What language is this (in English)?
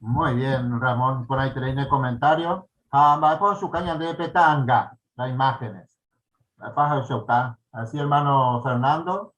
Guarani